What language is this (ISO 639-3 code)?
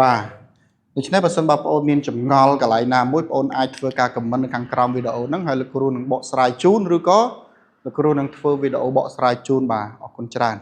khm